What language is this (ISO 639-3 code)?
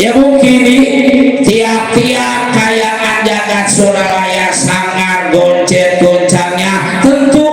bew